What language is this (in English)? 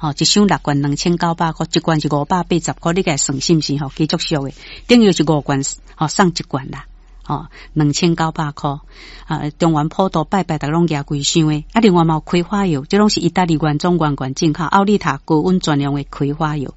Min Nan Chinese